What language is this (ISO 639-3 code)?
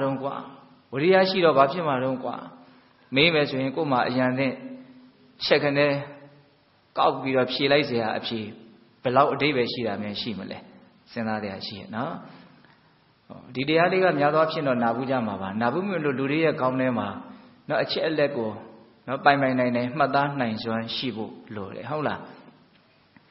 mya